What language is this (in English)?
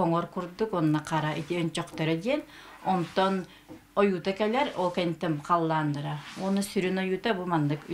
Yakut